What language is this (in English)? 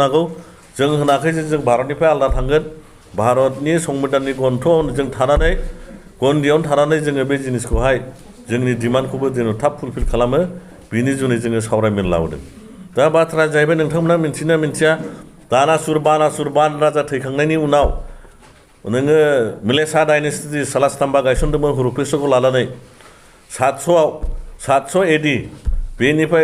Bodo